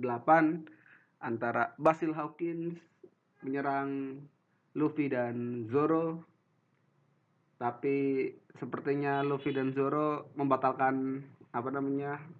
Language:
Indonesian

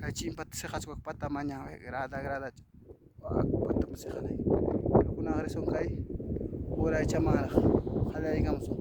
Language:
Ayacucho Quechua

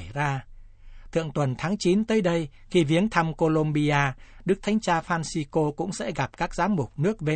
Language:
Vietnamese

